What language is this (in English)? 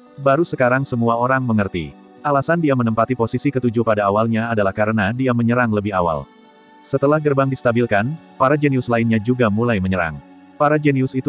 Indonesian